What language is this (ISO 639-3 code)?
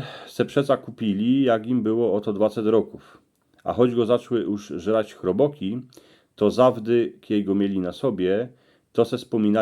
szl